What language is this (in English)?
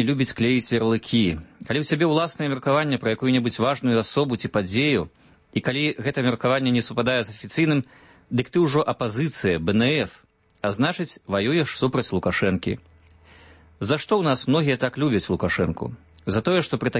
Belarusian